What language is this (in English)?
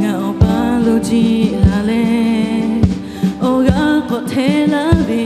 Lahu